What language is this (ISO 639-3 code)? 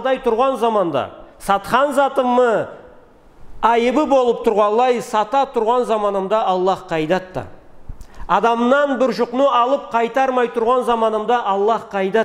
krc